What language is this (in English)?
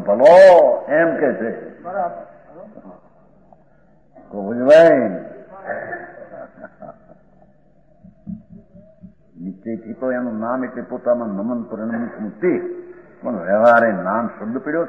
Gujarati